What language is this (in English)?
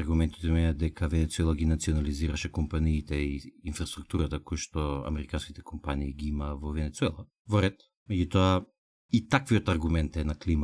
Macedonian